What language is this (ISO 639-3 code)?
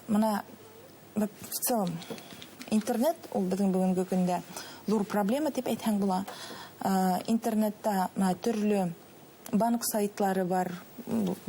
bak